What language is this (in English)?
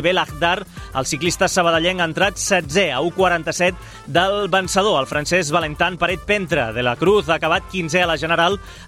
Catalan